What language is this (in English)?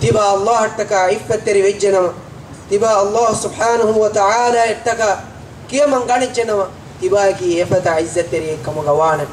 Divehi